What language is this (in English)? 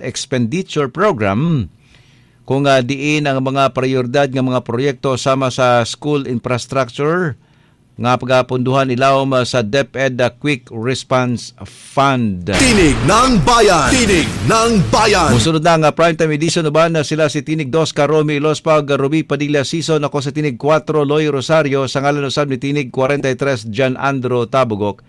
Cebuano